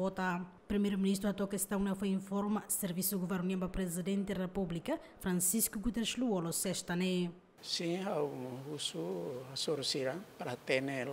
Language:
Tetum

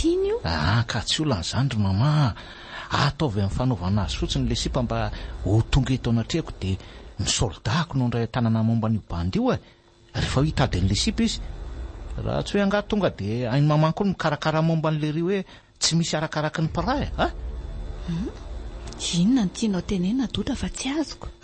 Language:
Malagasy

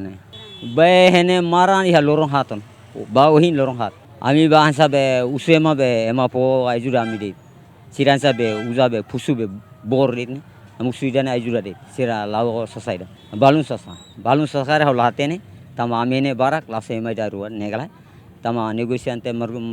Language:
Tetum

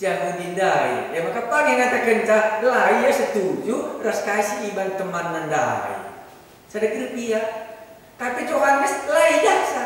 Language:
Batak Karo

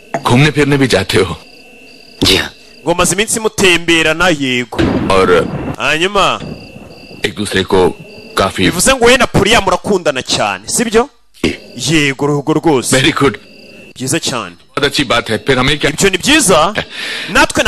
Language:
Kinyarwanda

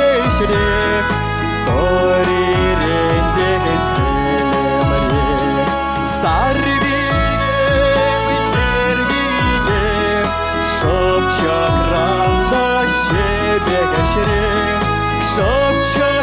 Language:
Chuvash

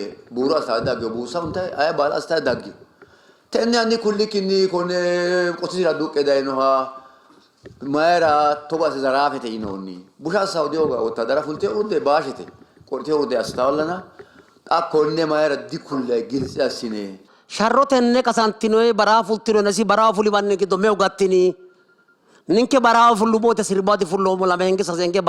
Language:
Sidamo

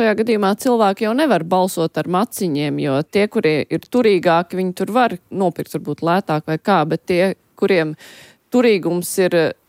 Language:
Latvian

